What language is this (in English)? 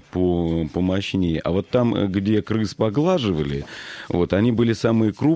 Russian